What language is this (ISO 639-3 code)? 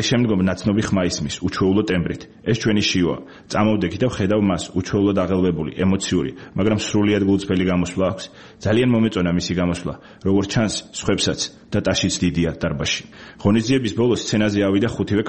kat